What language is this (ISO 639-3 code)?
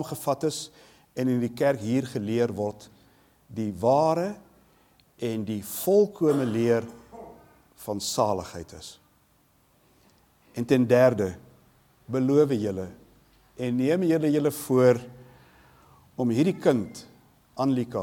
afr